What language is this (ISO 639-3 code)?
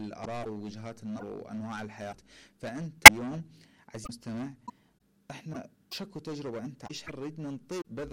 acm